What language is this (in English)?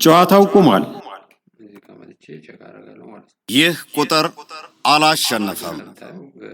Amharic